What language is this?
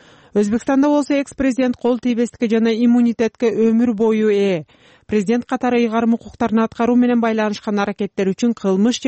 Kyrgyz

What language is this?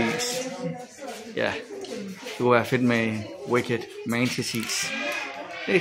Danish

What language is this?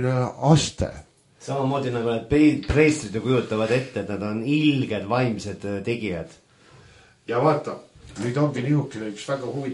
Estonian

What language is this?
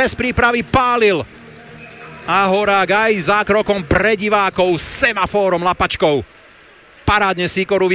Slovak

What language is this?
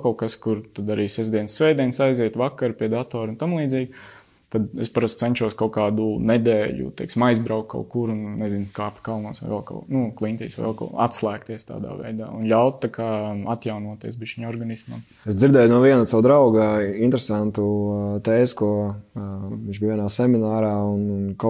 Latvian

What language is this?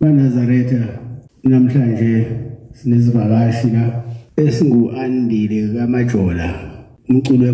Zulu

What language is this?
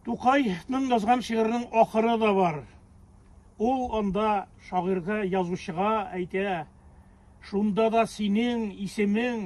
Tatar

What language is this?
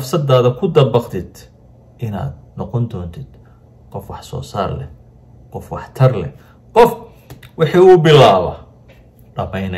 Somali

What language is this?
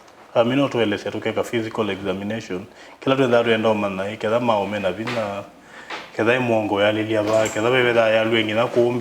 Kamba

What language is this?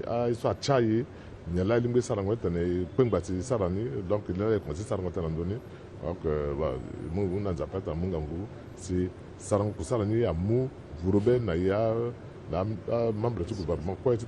Sango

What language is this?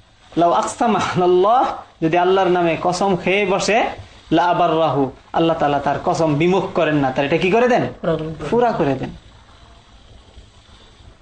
Bangla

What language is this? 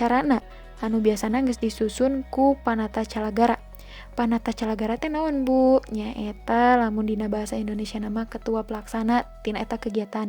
Sundanese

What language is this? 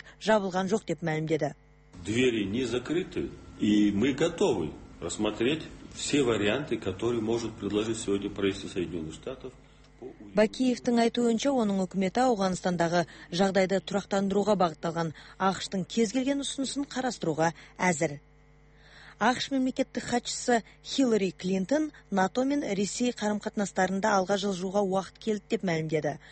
Kazakh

